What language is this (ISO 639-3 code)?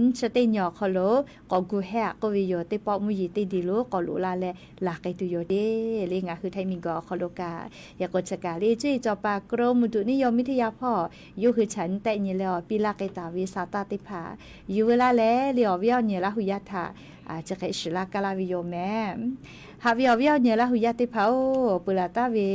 lhu